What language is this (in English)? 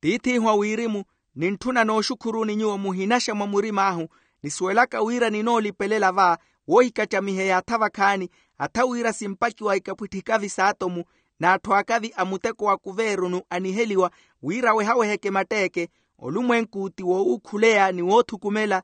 Makhuwa